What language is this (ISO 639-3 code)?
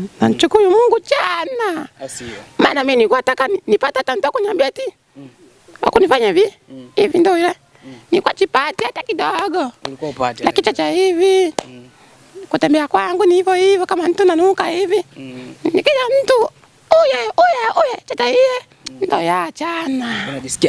swa